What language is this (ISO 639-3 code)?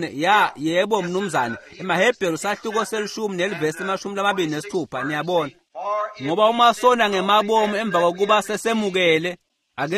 ssw